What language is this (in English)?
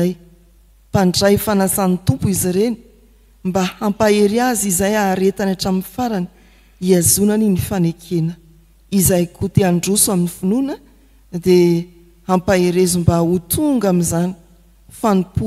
Malagasy